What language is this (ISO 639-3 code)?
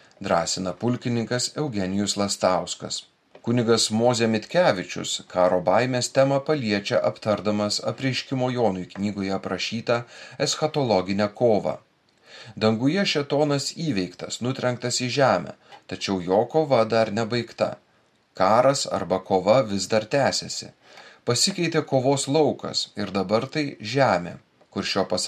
lit